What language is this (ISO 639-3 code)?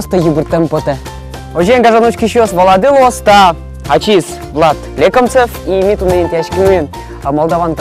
udm